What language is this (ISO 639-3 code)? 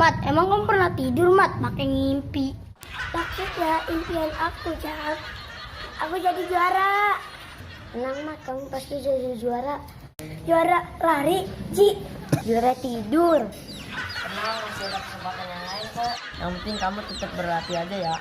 bew